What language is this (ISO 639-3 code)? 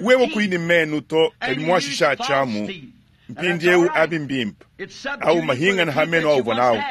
lua